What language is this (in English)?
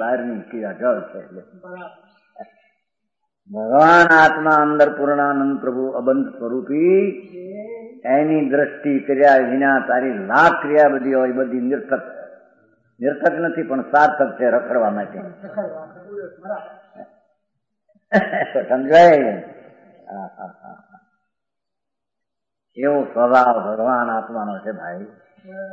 Gujarati